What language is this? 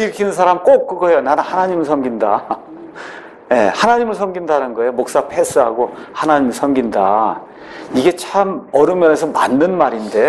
Korean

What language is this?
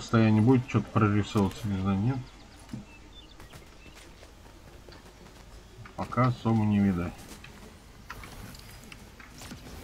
Russian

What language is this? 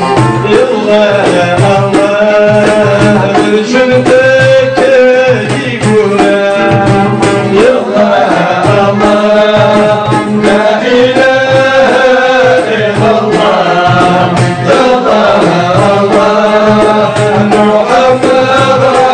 Arabic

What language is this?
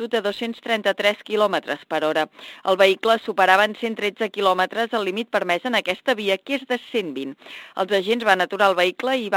Catalan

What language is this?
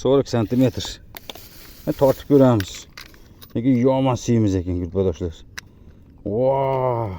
Uzbek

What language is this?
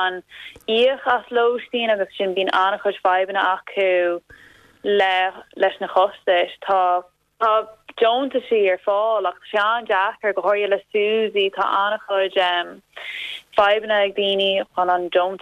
Irish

